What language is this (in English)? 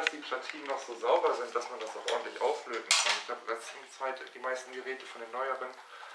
German